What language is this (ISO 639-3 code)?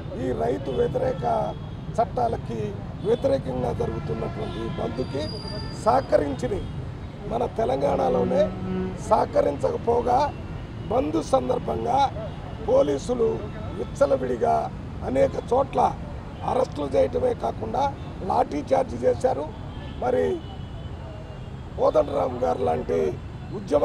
tel